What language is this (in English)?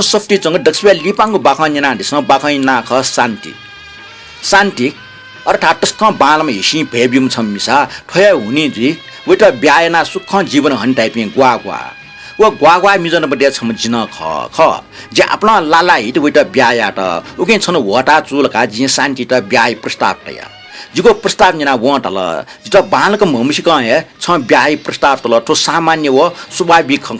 Newari